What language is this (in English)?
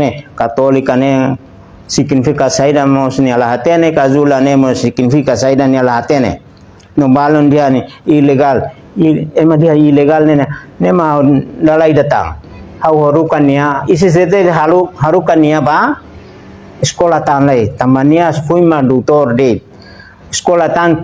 Tetum